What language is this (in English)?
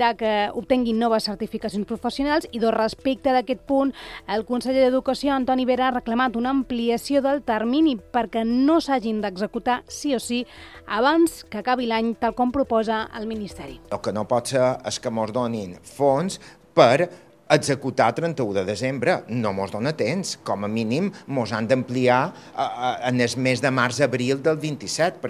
Catalan